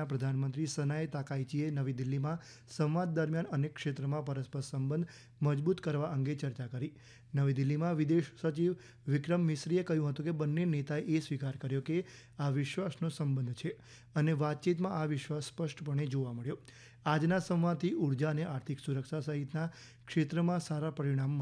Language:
Gujarati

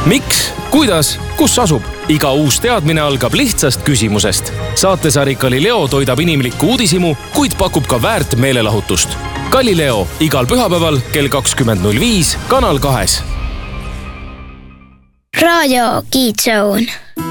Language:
Estonian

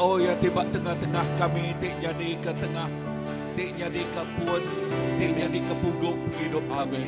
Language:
Iban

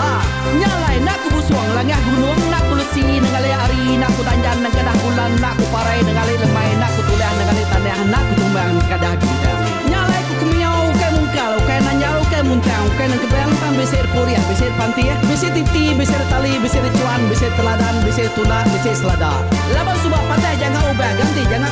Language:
Iban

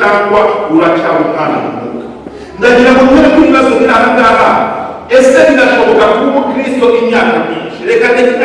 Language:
Kinyarwanda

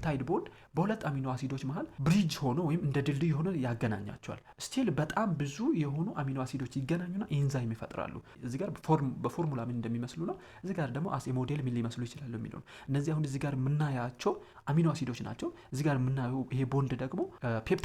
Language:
Amharic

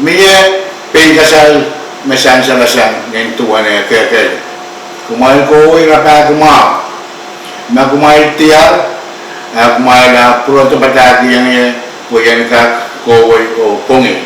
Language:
Pohnpeian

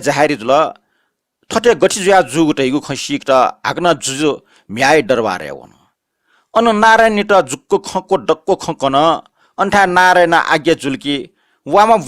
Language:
Newari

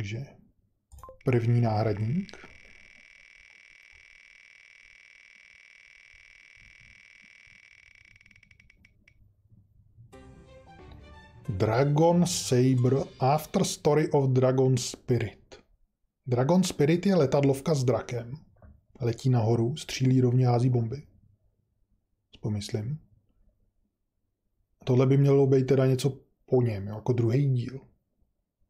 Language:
Czech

